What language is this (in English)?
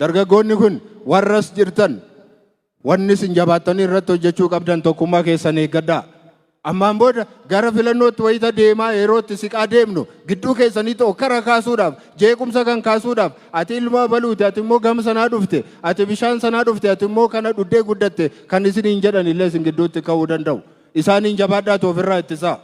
Oromo